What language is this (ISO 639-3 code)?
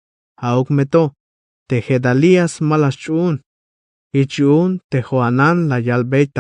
tzh